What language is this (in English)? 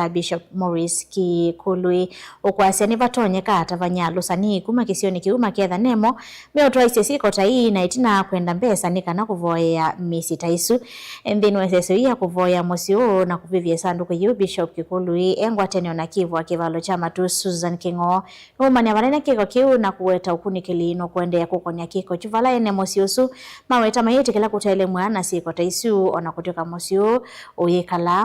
Kamba